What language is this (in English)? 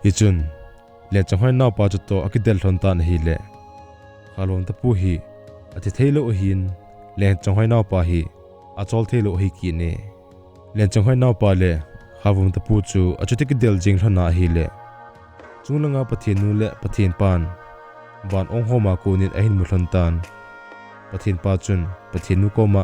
Thado Chin